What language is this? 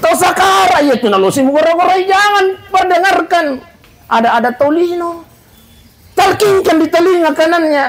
Buginese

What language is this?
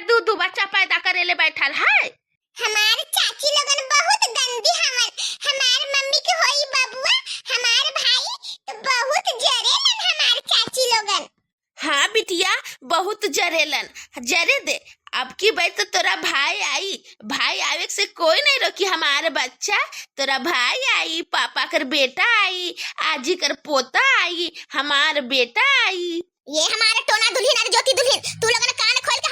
Bhojpuri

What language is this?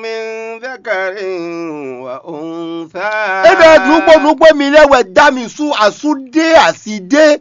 Fon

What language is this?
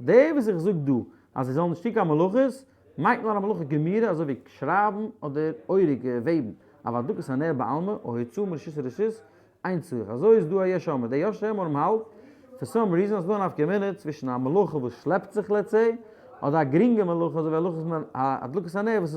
Yiddish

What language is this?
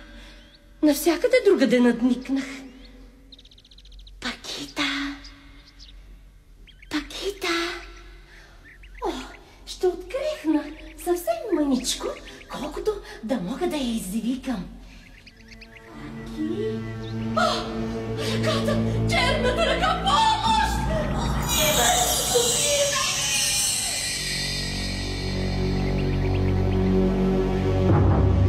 Bulgarian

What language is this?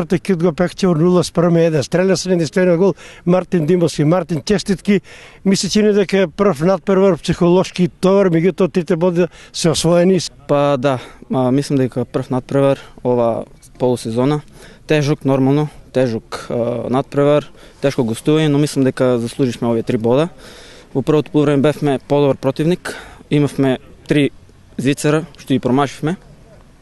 Macedonian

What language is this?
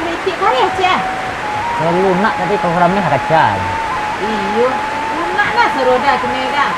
Minangkabau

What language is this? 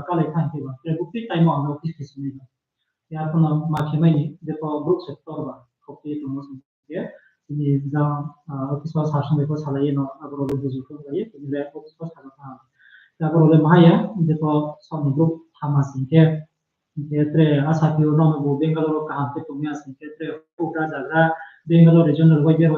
Riang (India)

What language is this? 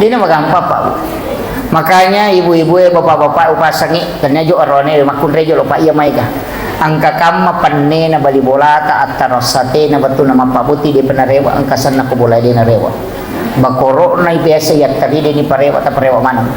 Buginese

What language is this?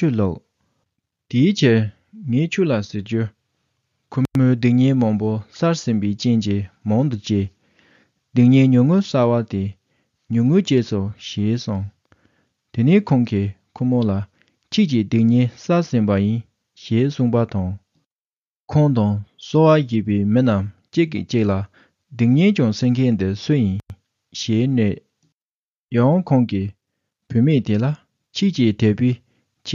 Tibetan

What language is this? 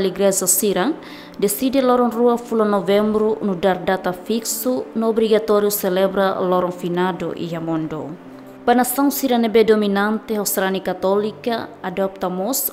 Tetum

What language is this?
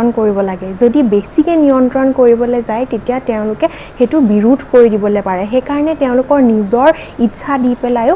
Assamese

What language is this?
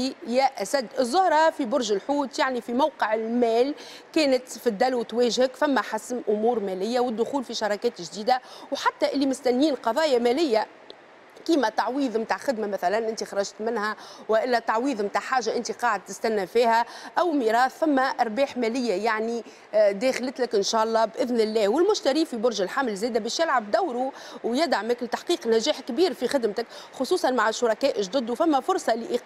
Tunisian Arabic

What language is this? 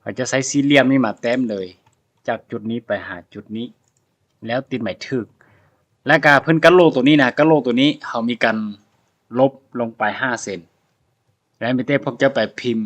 Lao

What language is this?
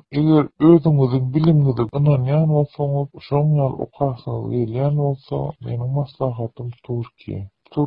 Turkmen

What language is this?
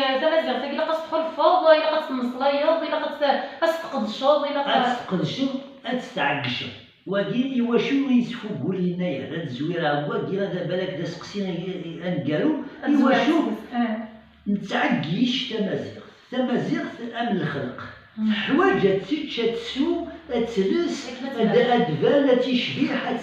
Kabyle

